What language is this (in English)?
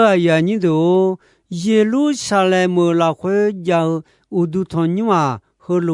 Akha